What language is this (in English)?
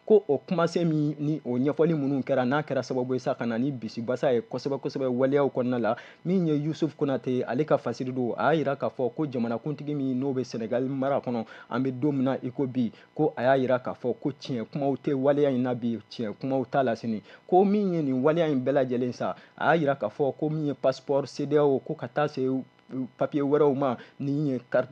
Bambara